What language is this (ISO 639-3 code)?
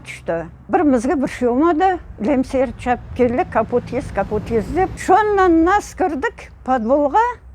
crh